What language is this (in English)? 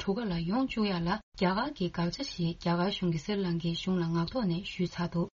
Tibetan